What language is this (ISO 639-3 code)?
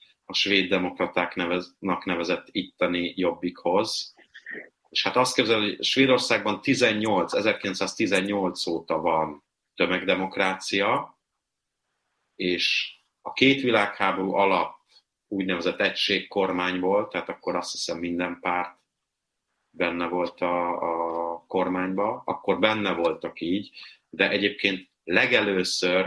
hun